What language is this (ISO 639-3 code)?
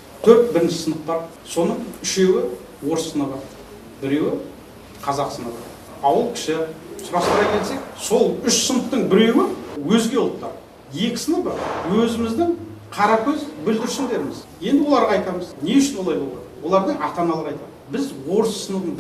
kaz